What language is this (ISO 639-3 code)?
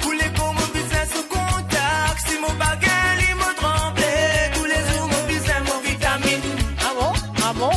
mfe